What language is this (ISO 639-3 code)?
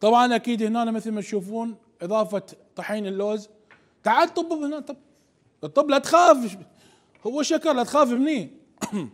acm